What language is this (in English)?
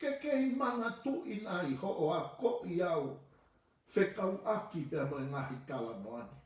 Tongan